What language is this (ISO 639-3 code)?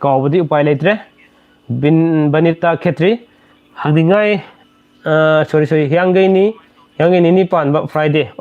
mni